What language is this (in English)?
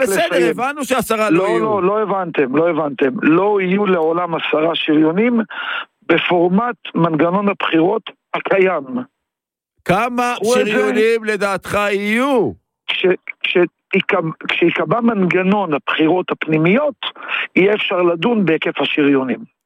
Hebrew